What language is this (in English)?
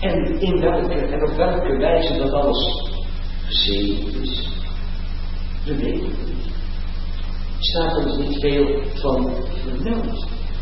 Dutch